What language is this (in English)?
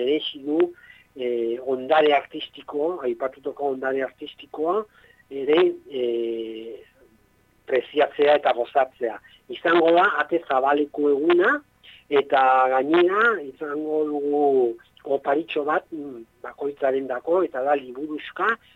Basque